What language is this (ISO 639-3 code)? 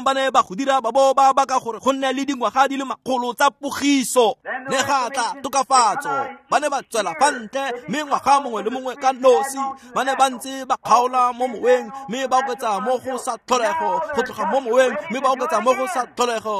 tsn